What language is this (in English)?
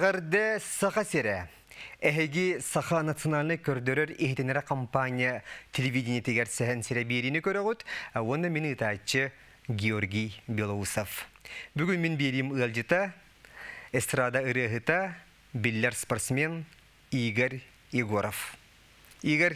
Yakut